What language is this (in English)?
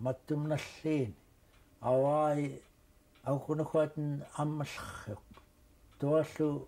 Central Yupik